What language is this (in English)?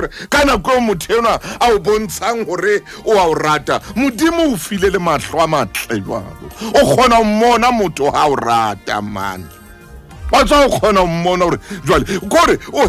Southern Sotho